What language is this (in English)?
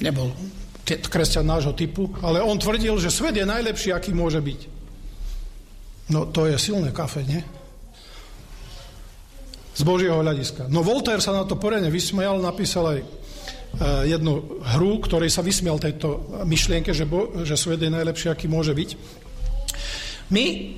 Slovak